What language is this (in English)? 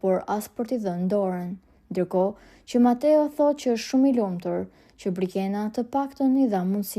Albanian